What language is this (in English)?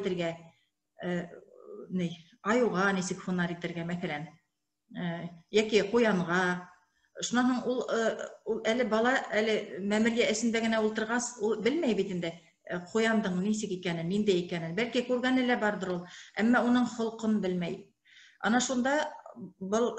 Bashkir